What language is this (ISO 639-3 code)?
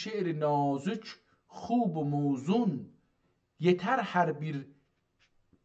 azb